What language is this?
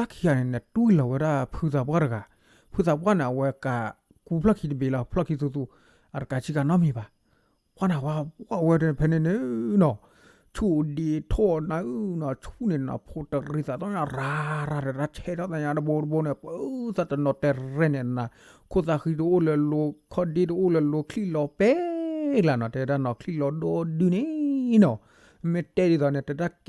S'gaw Karen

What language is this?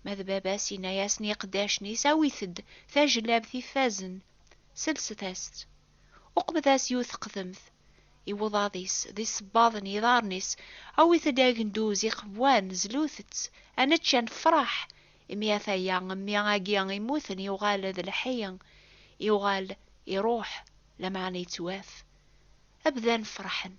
Kabyle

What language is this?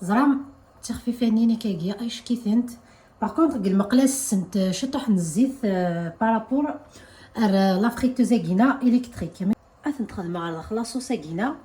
Kabyle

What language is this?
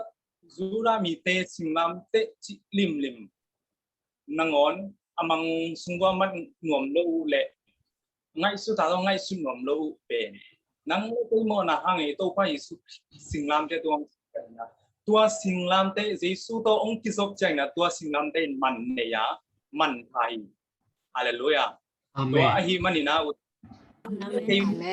Tedim Chin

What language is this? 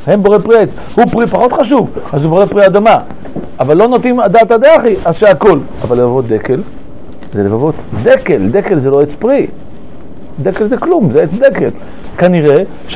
Hebrew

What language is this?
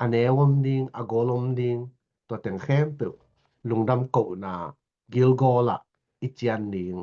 Tedim Chin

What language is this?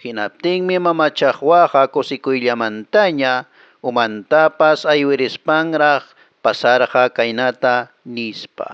Quechua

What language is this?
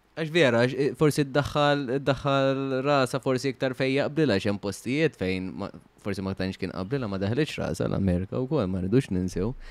Maltese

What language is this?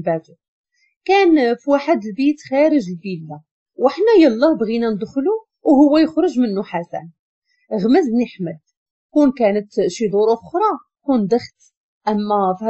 Moroccan Arabic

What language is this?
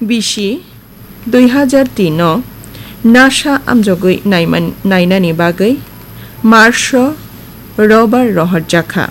Kok Borok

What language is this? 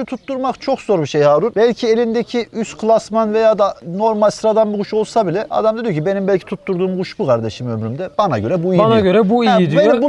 Turkish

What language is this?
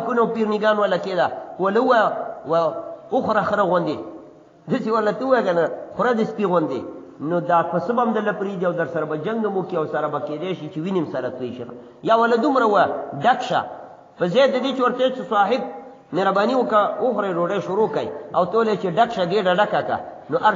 Pashto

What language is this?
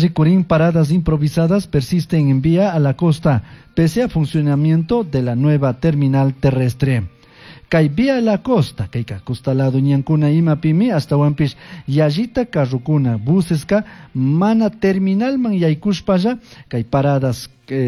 Chimborazo Highland Quichua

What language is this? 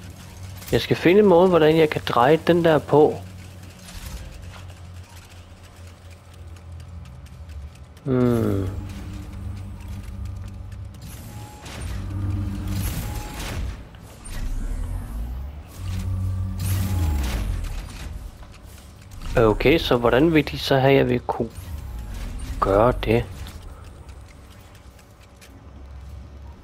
Danish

